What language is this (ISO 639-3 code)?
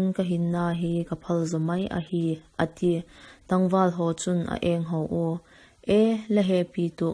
vap